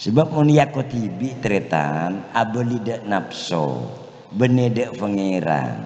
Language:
Madurese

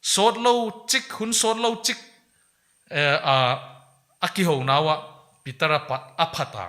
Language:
Paite Chin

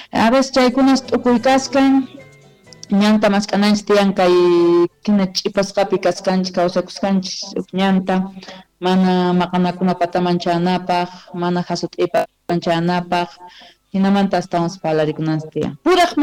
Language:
Quechua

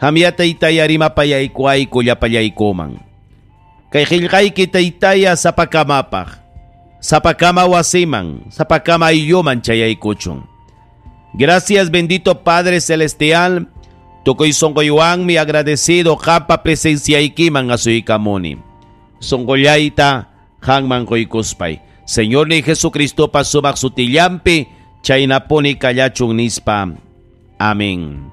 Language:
Ayacucho Quechua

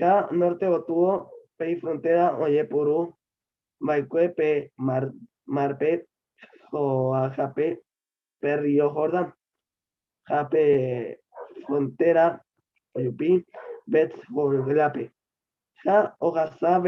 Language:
Guarani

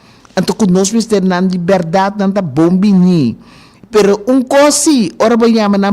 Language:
Papiamento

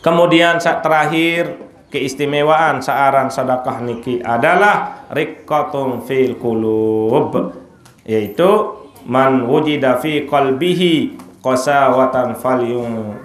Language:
Sasak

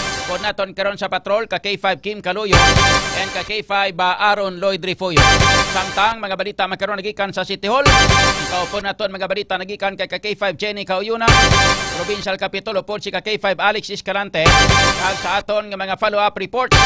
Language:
Hiligaynon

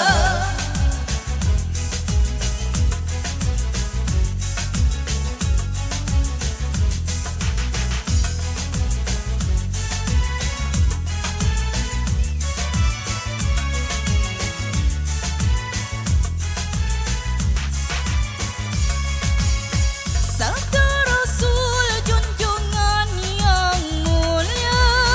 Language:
Malay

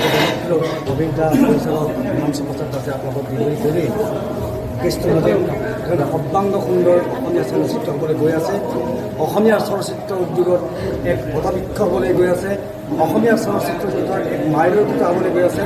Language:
Assamese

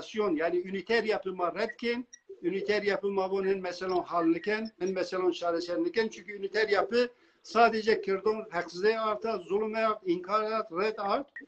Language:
Zaza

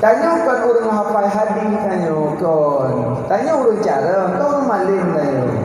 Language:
Achinese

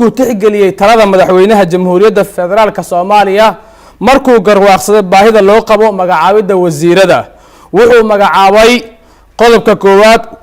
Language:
Somali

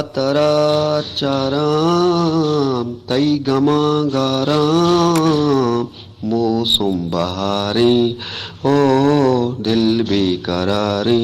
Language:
Eastern Balochi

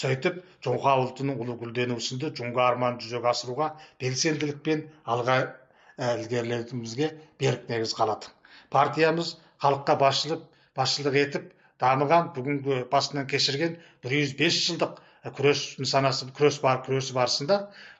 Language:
Kazakh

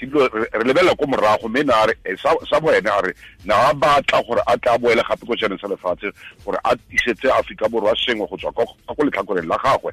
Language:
Tswana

